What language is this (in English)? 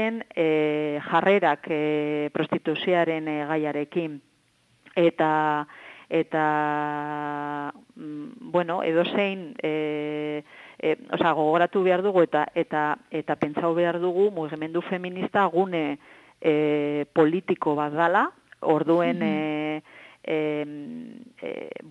Basque